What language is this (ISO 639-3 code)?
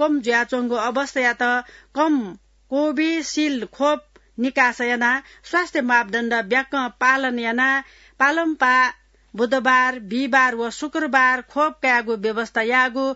new